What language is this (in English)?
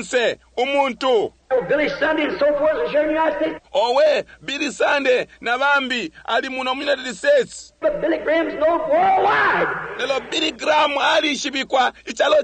Bemba